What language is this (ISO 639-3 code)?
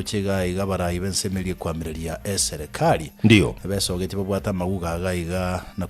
guz